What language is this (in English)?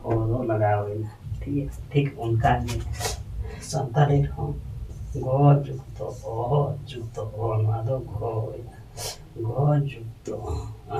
Santali